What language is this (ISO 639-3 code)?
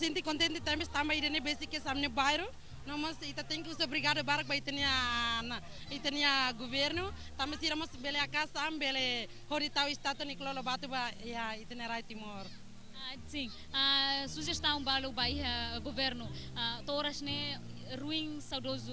tet